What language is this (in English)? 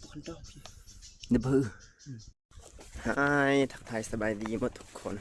Lao